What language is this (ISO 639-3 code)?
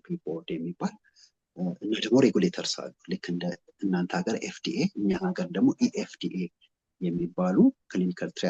amh